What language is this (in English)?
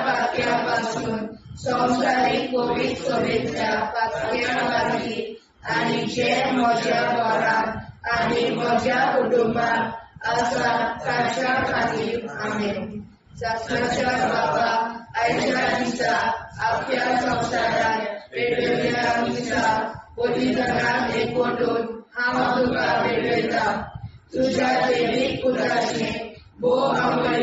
Konkani